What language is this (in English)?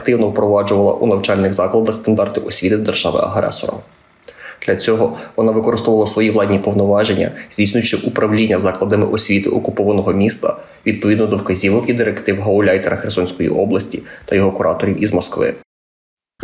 Ukrainian